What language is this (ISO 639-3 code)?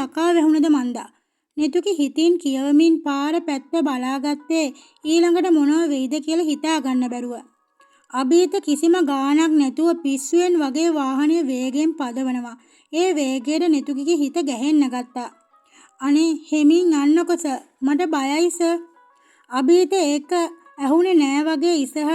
sin